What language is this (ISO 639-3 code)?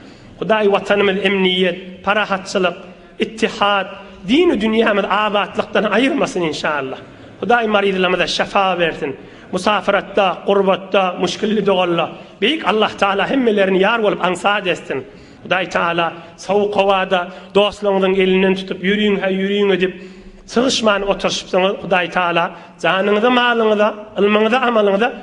tuk